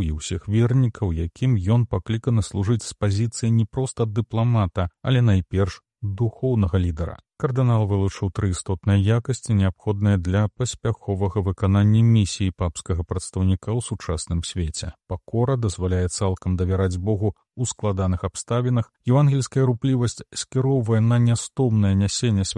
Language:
Belarusian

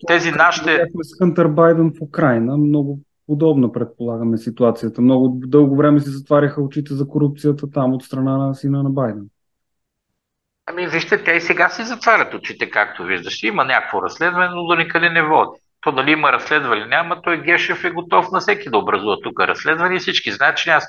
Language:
Bulgarian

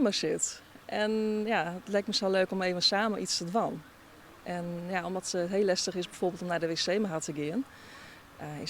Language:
Western Frisian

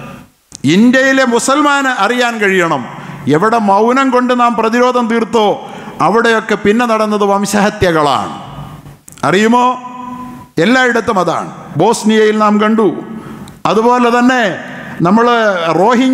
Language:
Malayalam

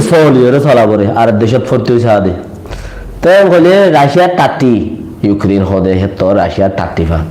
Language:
Rohingya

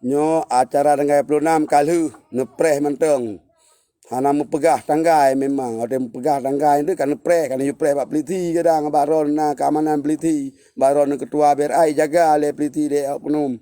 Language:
Achinese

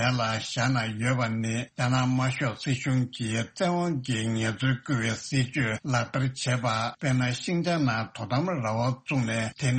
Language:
Tibetan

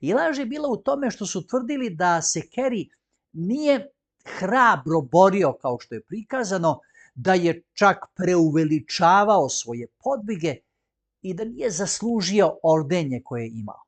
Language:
Macedonian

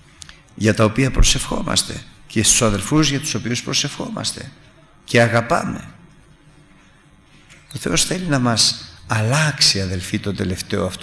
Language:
Greek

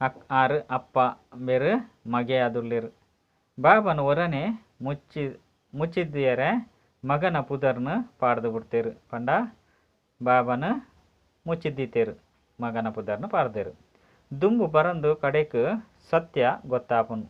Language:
Tulu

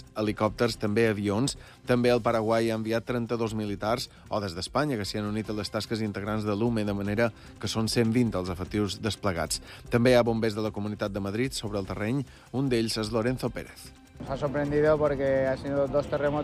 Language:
Catalan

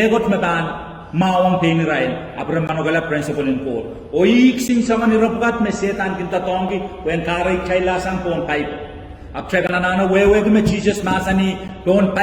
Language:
Pohnpeian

